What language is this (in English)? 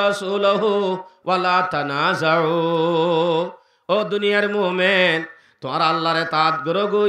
Rohingya